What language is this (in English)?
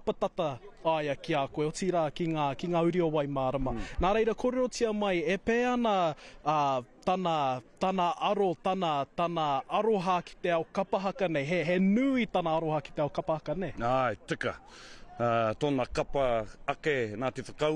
Māori